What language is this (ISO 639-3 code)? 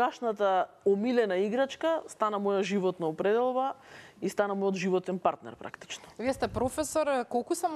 mkd